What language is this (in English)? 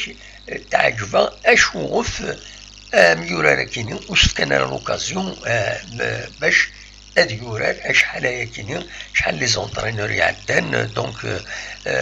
Kabyle